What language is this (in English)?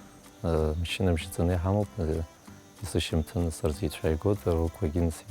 Abkhazian